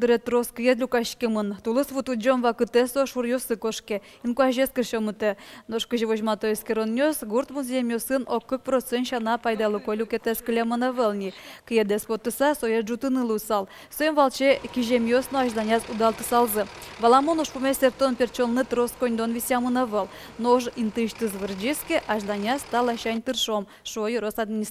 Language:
Udmurt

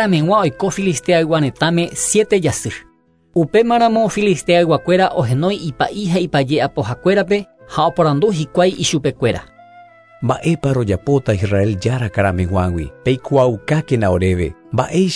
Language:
Guarani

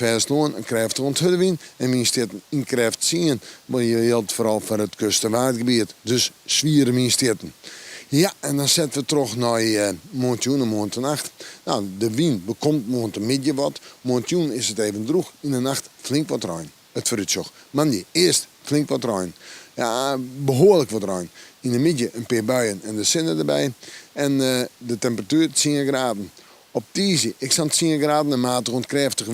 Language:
Western Frisian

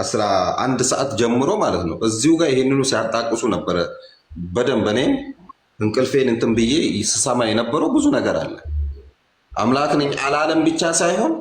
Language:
Amharic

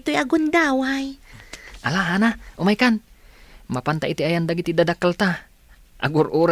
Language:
Iloko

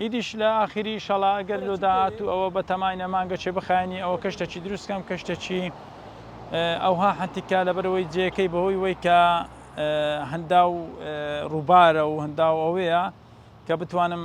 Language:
Central Kurdish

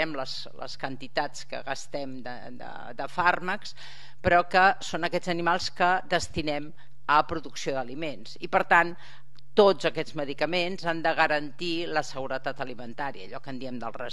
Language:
Catalan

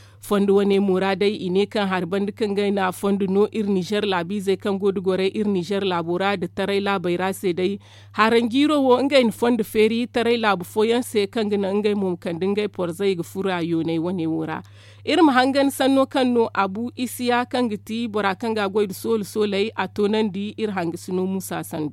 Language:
Zarma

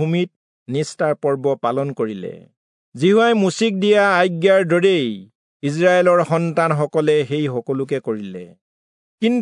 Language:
Assamese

